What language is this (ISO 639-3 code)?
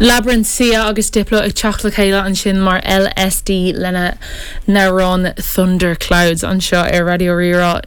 gle